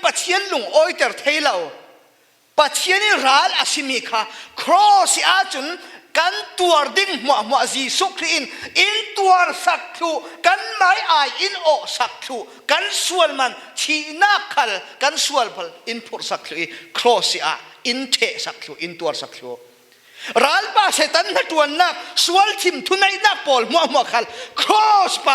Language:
Falam Chin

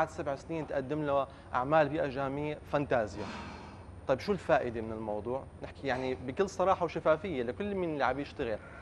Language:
North Levantine Arabic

